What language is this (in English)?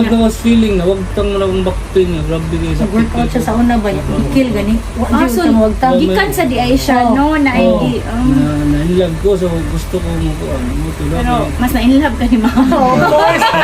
Cebuano